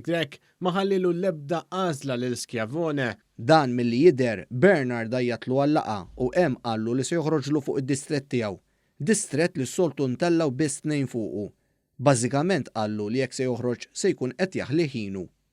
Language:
Maltese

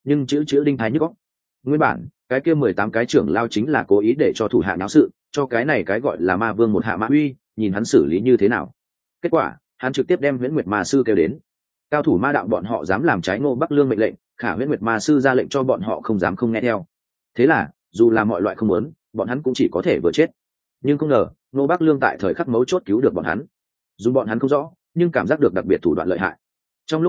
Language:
Vietnamese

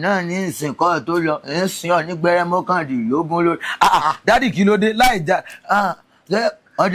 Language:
Yoruba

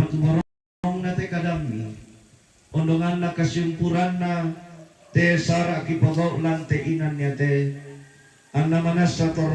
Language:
Toraja-Sa'dan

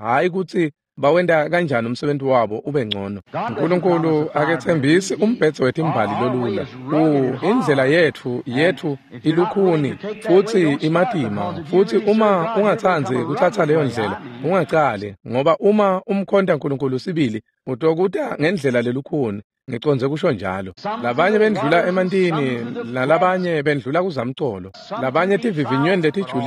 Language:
Swati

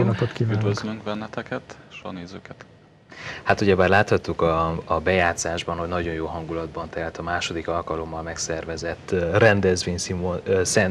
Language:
Hungarian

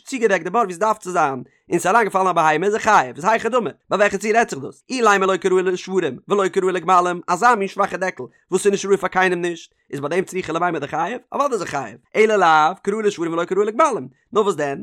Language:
Yiddish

